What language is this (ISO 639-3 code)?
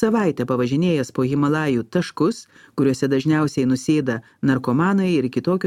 lit